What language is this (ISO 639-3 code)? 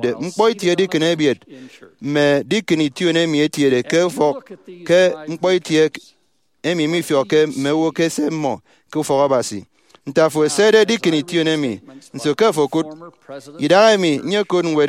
efi